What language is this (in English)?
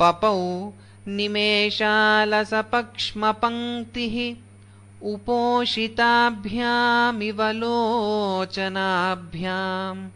Sanskrit